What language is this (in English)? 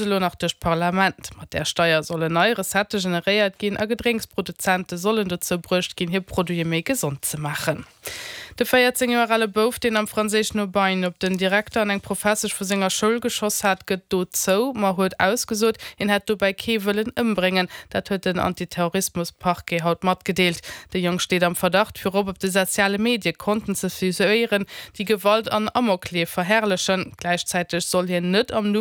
Luxembourgish